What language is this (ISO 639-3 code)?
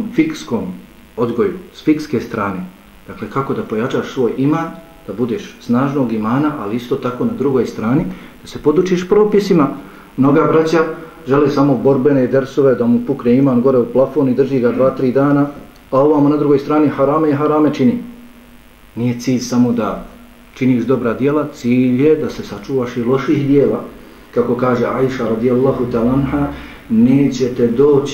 bos